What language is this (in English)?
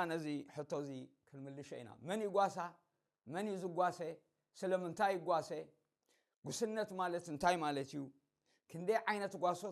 Tigrinya